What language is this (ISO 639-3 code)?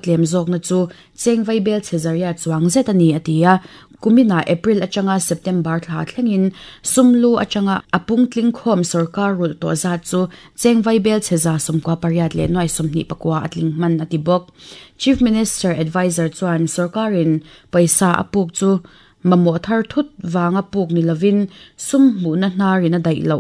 lus